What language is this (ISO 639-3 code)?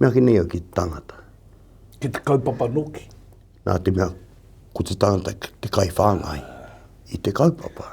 mri